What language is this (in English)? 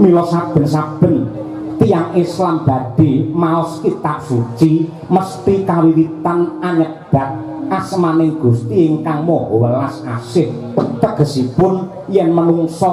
Javanese